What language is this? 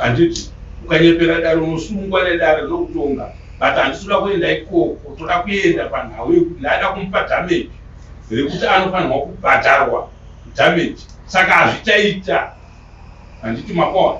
Shona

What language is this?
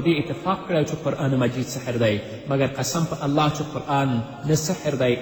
Pashto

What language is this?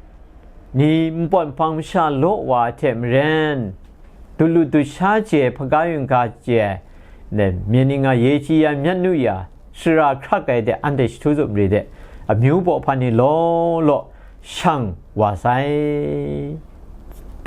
Kachin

